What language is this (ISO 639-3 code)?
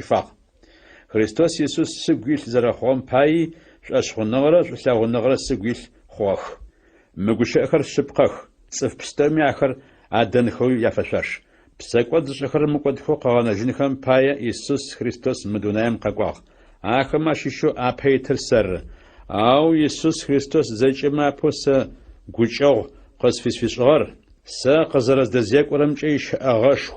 ady